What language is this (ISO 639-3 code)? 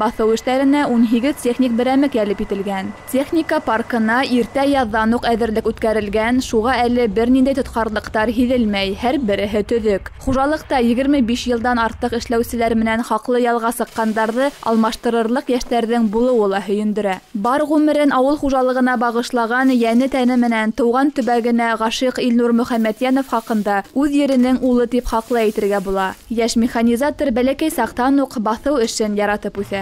bak